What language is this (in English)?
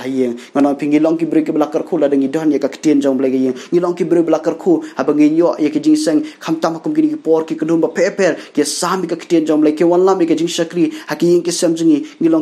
Khasi